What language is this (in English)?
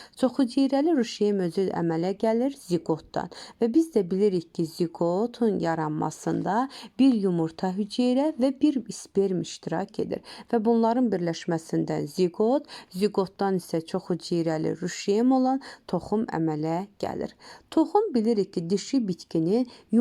Azerbaijani